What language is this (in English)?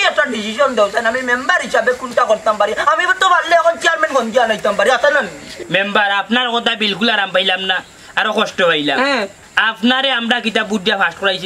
Sylheti